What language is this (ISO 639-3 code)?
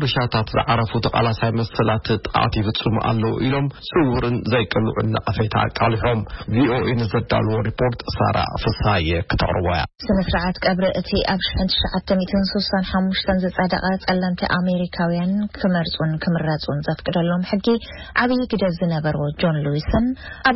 tir